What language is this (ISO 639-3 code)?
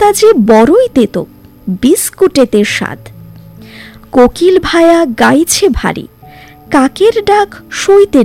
ben